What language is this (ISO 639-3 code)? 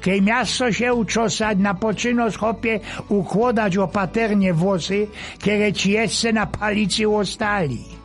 szl